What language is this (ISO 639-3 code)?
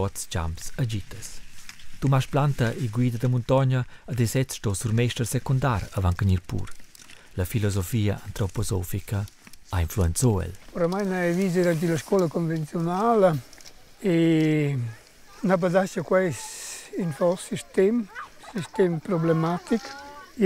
roh